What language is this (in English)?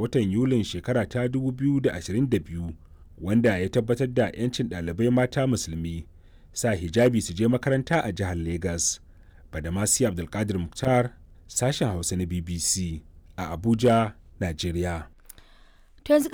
Hausa